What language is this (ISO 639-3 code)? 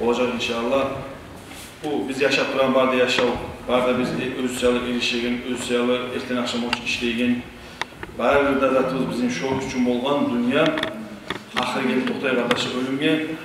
kum